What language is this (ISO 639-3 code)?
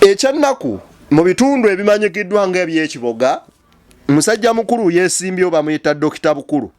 lug